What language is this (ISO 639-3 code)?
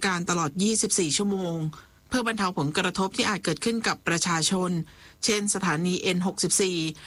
tha